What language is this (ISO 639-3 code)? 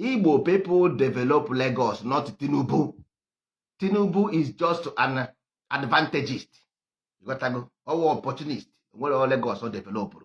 ibo